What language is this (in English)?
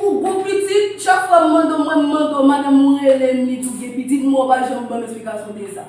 Haitian Creole